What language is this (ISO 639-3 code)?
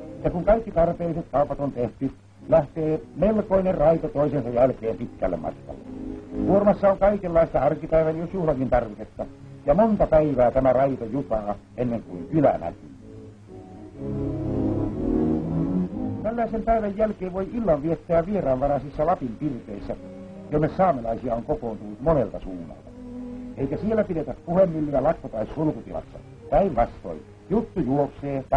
fin